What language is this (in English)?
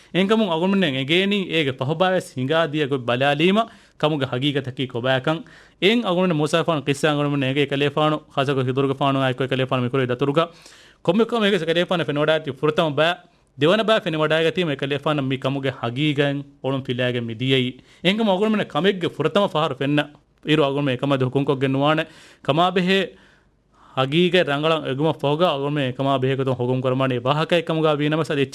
Divehi